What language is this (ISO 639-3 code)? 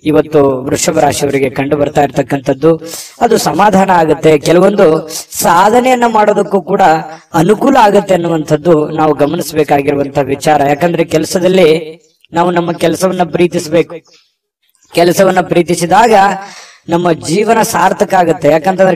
kan